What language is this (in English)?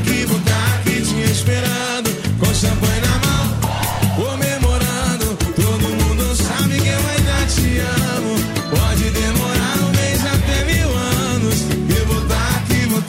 Portuguese